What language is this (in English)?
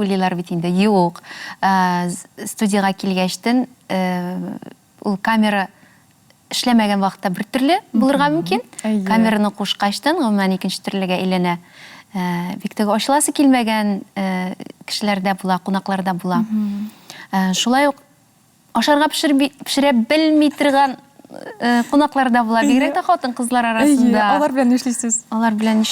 Tatar